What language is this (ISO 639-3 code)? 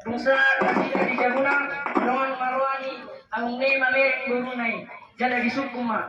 bbc